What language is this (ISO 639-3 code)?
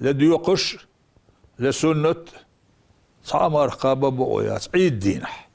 che